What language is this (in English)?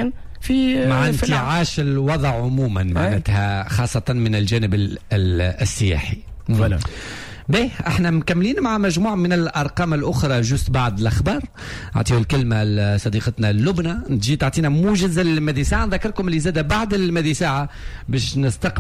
Tunisian Arabic